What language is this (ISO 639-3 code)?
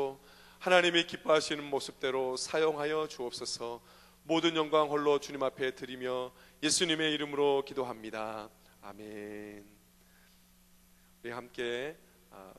kor